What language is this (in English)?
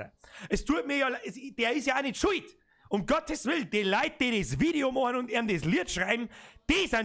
Bavarian